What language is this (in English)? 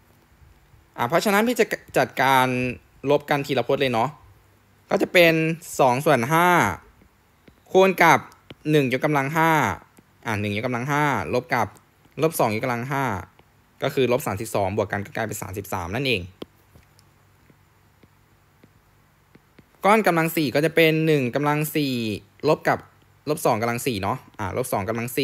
Thai